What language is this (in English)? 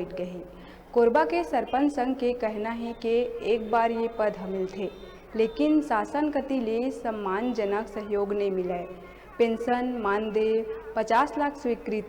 Chhattisgarhi